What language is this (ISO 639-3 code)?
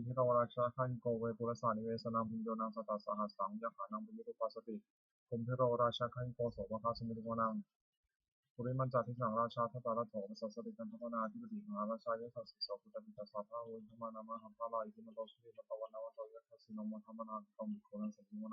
pli